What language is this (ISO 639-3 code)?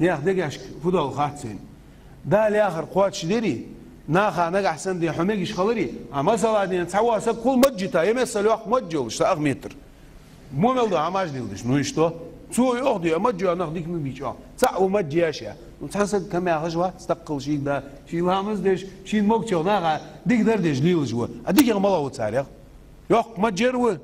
inh